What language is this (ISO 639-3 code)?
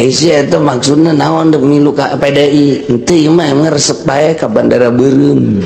sun